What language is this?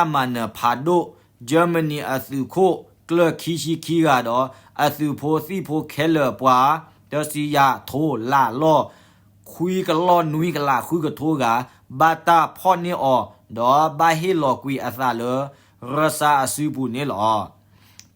S'gaw Karen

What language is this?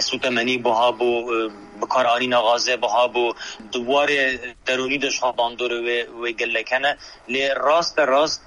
Kurdish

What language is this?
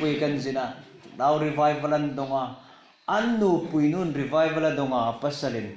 Hmar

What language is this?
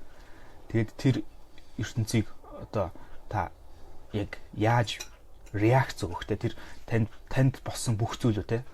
Mongolian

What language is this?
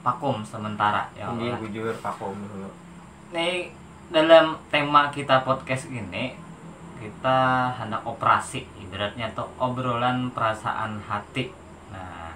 Banjar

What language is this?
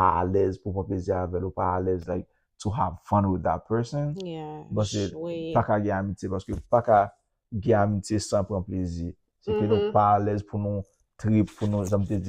Haitian Creole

